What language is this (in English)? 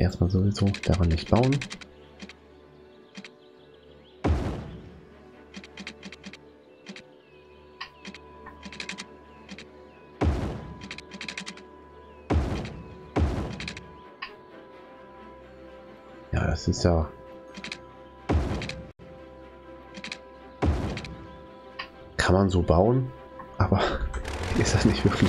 German